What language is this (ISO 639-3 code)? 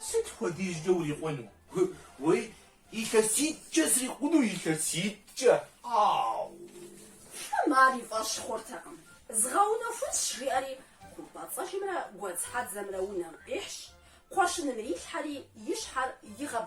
kbd